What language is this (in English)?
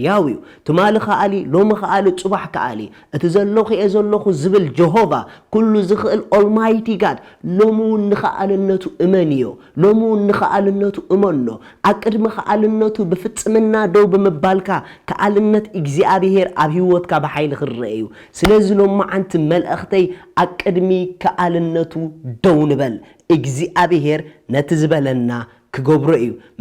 Tigrinya